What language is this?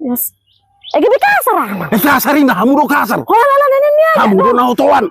Batak Toba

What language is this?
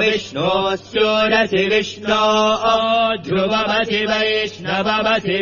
Sanskrit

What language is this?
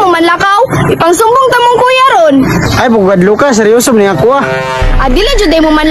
Cebuano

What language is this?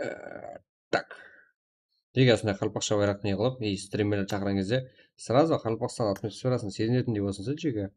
Kara-Kalpak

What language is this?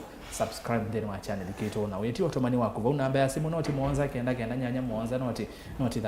Kamba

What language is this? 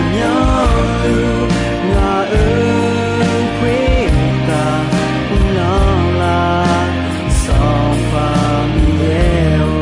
Akha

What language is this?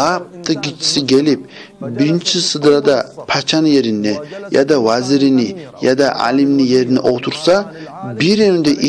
Kumyk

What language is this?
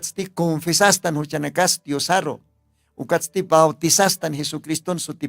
Aymara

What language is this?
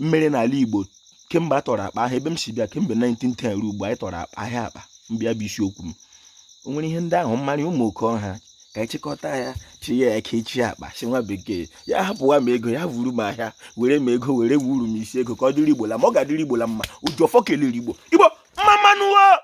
Igbo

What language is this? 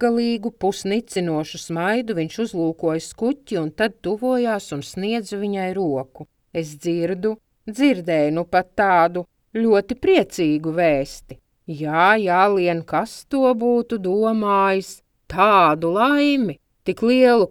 Latvian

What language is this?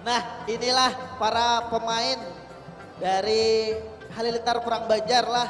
Banjar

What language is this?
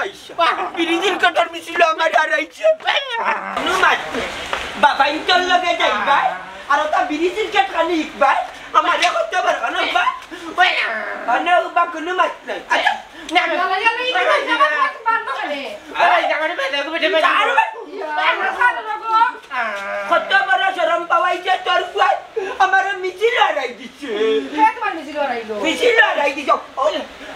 Sylheti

